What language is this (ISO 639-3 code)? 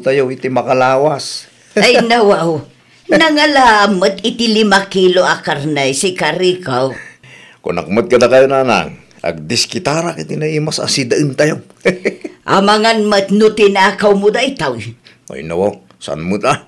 ilo